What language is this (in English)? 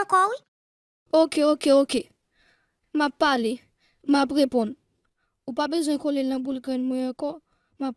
Haitian Creole